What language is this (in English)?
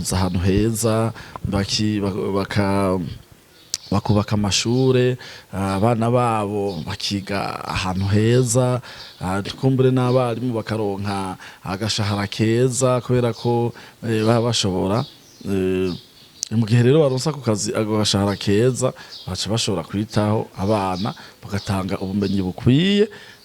Rundi